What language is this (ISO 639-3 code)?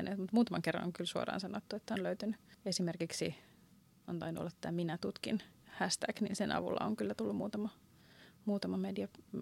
fin